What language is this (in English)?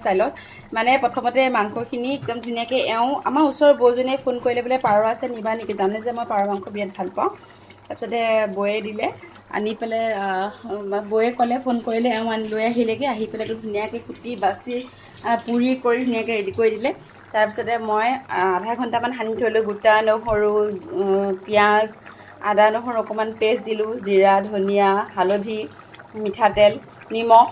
Assamese